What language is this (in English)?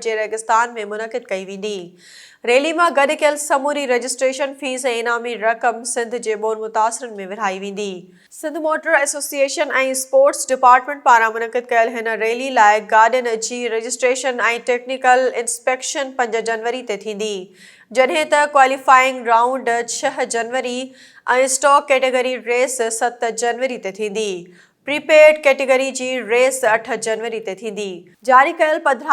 Sindhi